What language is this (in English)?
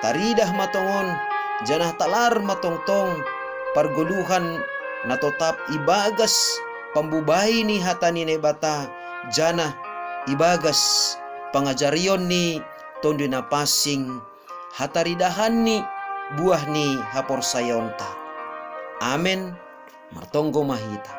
Batak Simalungun